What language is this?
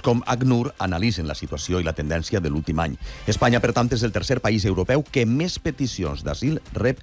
Catalan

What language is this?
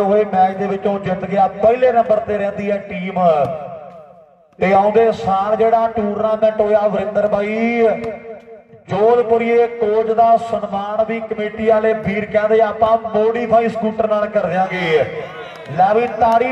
Punjabi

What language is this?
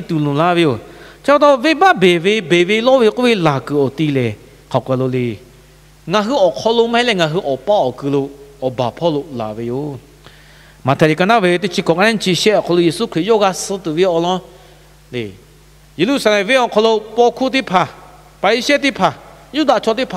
Lahu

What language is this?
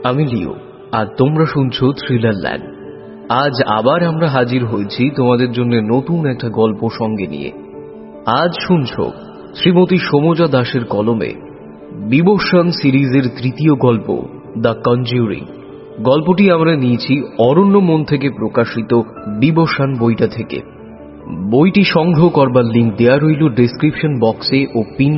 Bangla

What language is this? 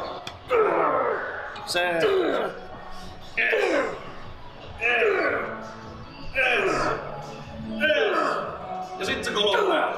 Finnish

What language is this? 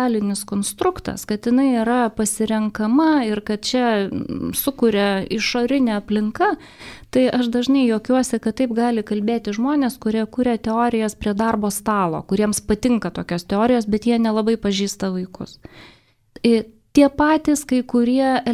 Lithuanian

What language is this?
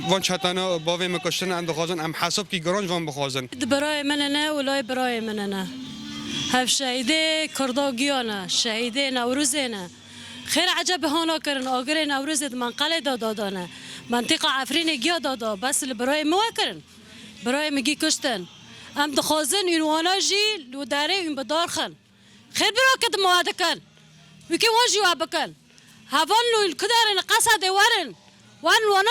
Kurdish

